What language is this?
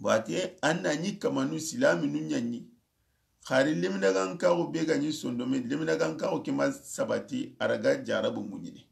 Soninke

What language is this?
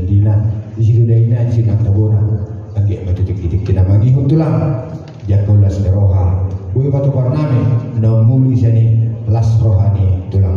Batak Toba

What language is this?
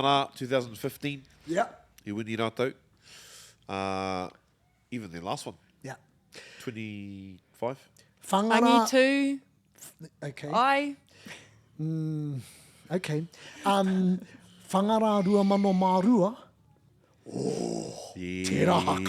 Māori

